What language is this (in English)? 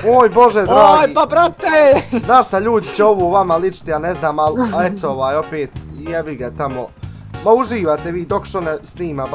Bosnian